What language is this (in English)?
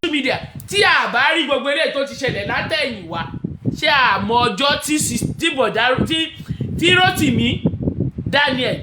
Yoruba